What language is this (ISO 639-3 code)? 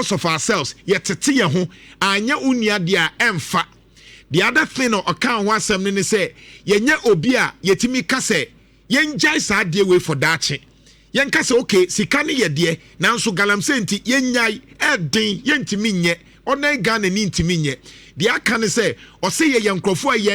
aka